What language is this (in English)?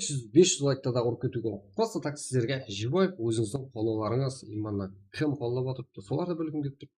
Kara-Kalpak